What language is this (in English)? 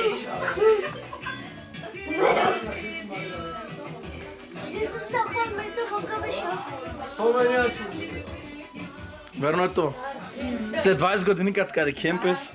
Bulgarian